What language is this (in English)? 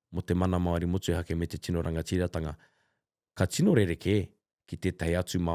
Māori